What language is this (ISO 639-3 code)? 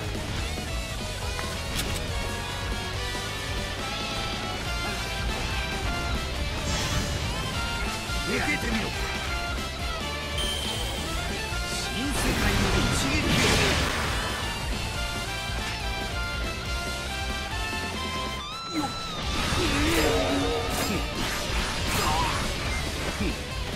jpn